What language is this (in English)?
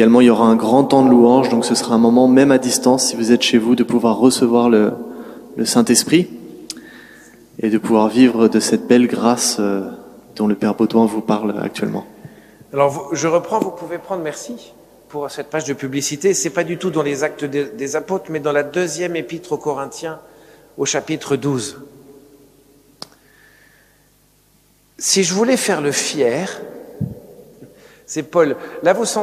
French